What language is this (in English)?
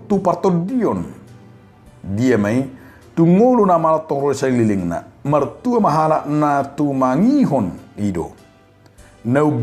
Batak Toba